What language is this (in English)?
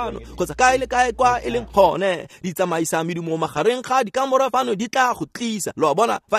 Tswana